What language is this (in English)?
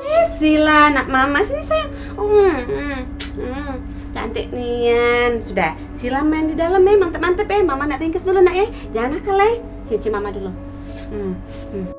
Musi